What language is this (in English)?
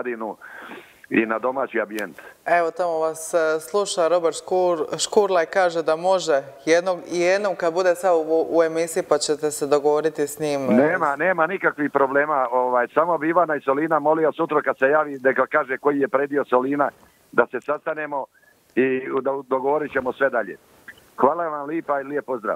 Croatian